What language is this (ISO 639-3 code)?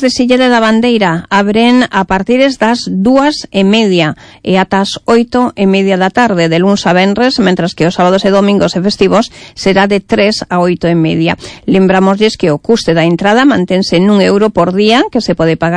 glg